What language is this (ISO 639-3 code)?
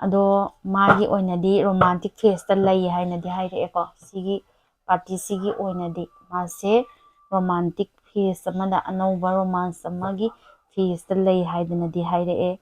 mni